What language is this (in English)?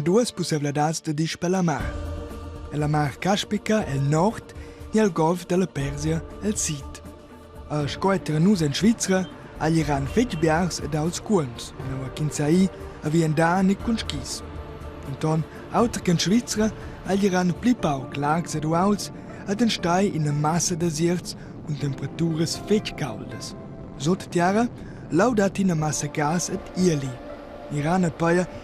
Romansh